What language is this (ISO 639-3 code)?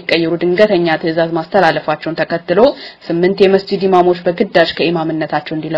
amh